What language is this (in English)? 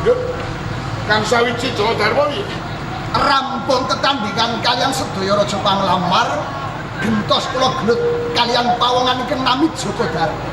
Javanese